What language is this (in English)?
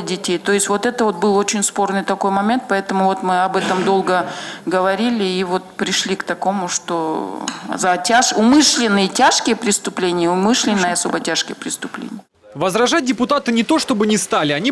Russian